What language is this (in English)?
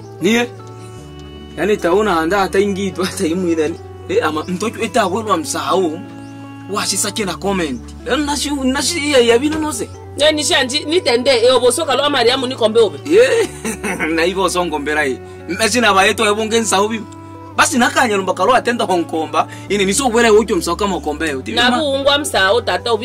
Swahili